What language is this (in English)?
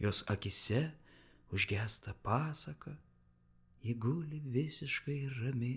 Lithuanian